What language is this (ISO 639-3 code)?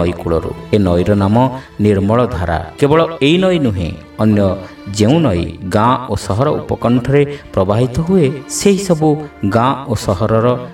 ori